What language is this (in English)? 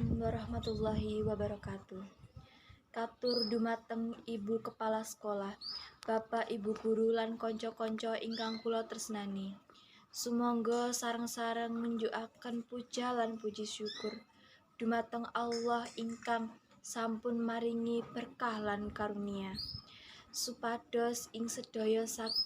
Javanese